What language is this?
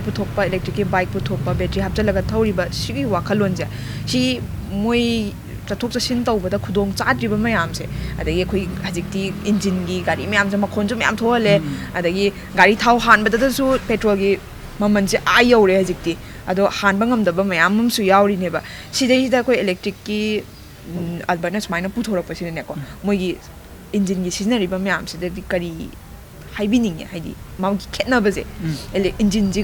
Manipuri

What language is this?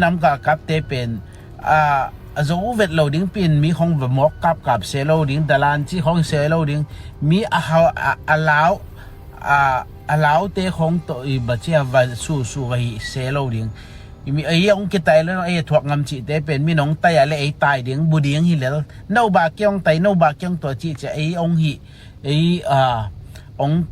Tedim Chin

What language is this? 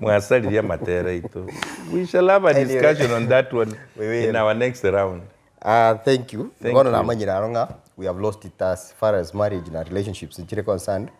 Gusii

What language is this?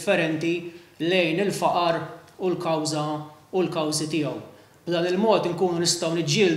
Maltese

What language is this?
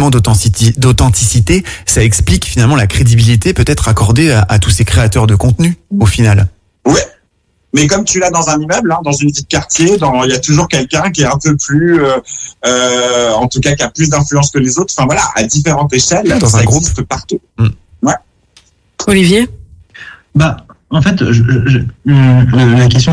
French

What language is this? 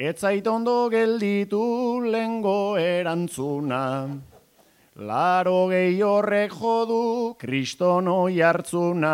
Basque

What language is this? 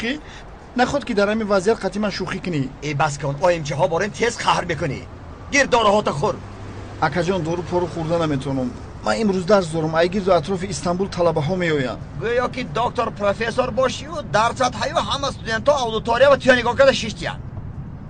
Tajik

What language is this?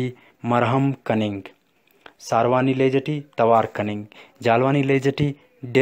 Brahui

